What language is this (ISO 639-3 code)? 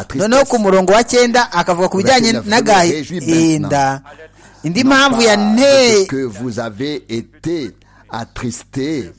kin